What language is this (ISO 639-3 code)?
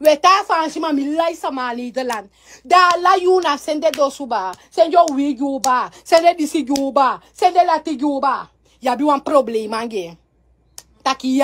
srn